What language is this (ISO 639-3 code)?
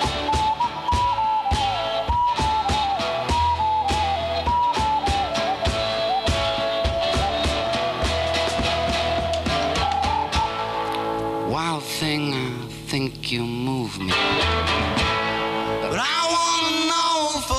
eng